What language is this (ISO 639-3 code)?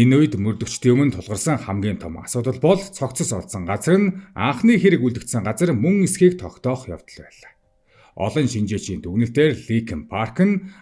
mon